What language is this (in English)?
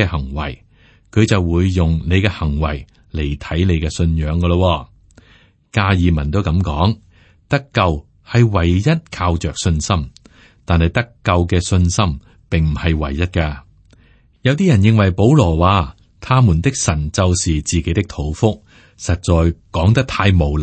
Cantonese